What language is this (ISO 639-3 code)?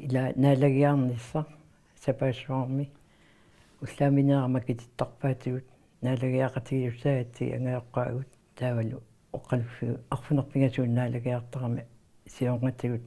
kal